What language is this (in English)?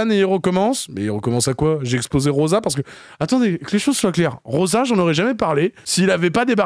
French